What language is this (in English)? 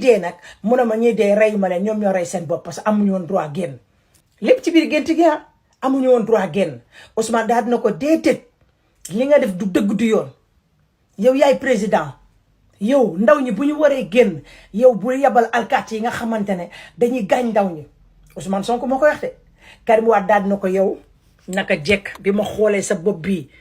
Wolof